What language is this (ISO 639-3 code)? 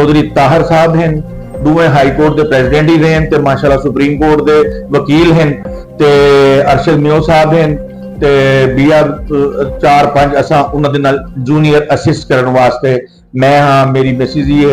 skr